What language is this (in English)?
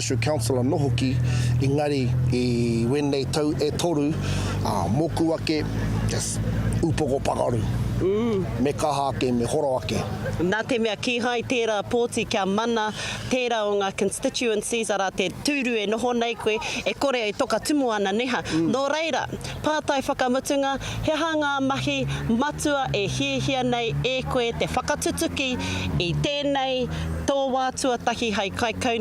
Māori